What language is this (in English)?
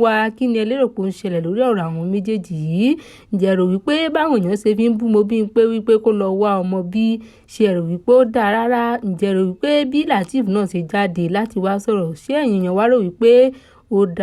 Yoruba